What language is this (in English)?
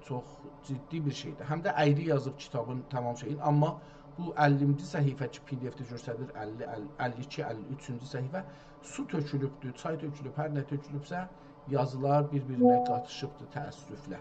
South Azerbaijani